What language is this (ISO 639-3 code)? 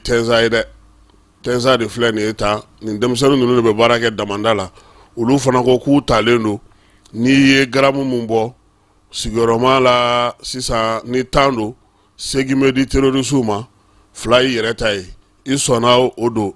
bam